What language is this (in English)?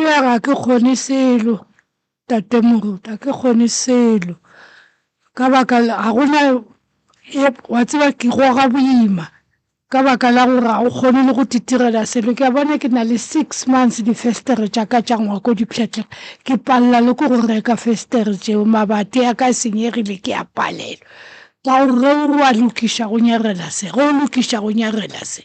Northern Sotho